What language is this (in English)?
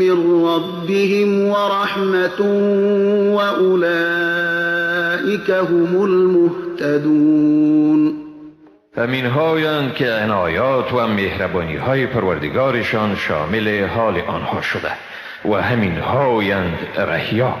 Persian